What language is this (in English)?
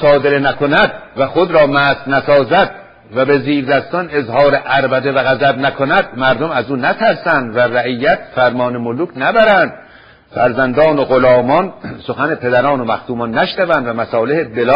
Persian